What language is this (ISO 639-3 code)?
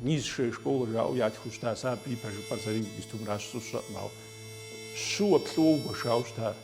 kbd